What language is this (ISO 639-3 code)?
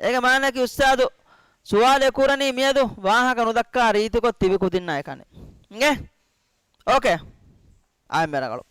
div